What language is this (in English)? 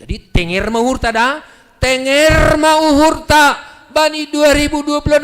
Batak Simalungun